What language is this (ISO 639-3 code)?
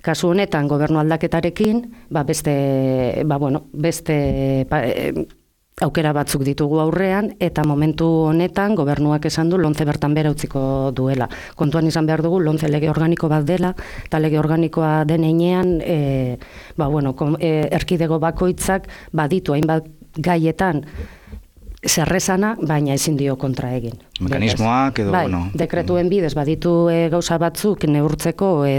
eus